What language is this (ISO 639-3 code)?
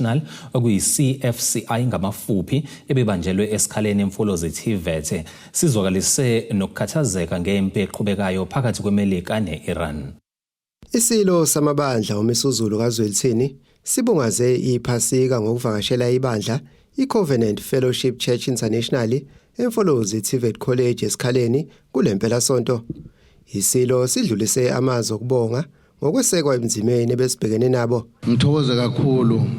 zul